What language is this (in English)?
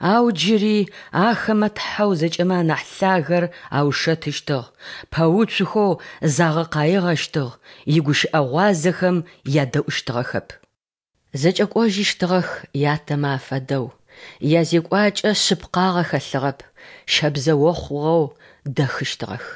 Adyghe